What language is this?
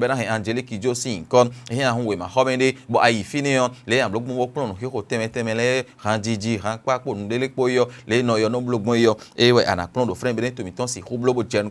Fon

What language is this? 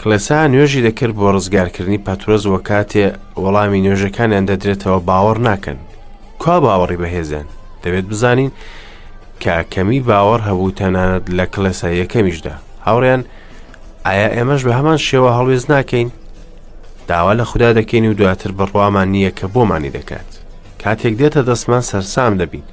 Central Kurdish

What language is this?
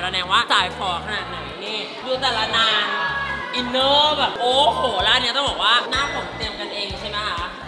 Thai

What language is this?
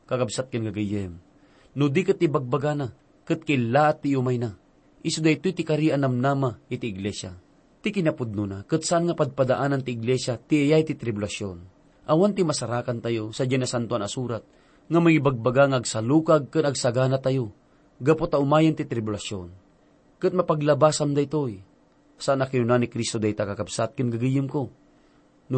Iloko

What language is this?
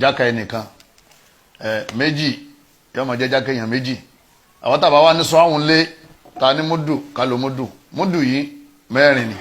Yoruba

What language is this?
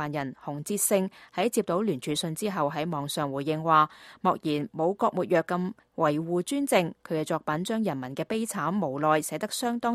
Cantonese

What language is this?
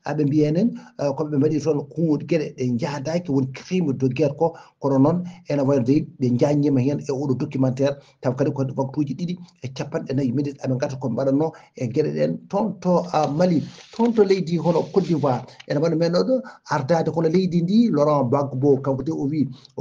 Fula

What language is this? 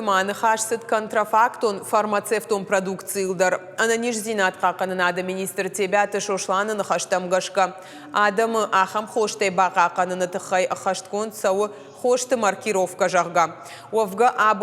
Ossetic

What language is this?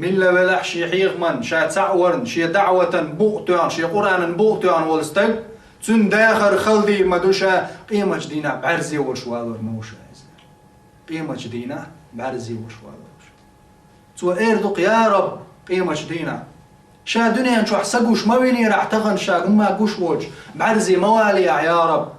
Chechen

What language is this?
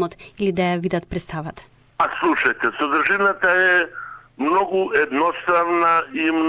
Macedonian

